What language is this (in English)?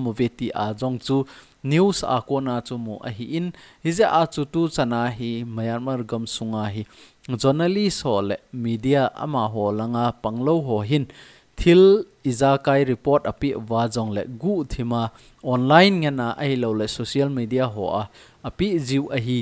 Thado Chin